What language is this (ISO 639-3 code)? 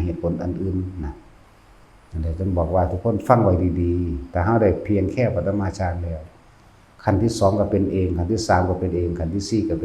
tts